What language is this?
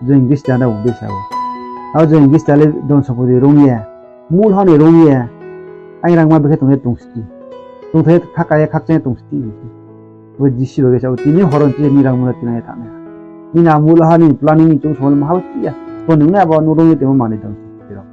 Riang (India)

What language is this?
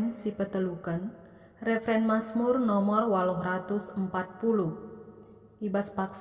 Batak Karo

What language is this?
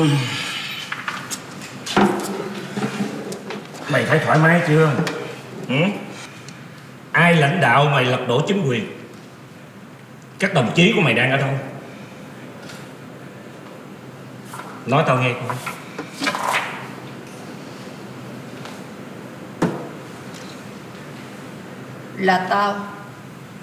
Vietnamese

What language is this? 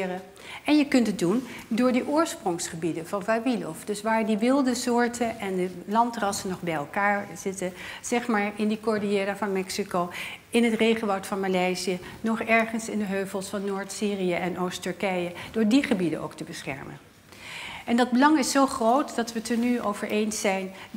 Dutch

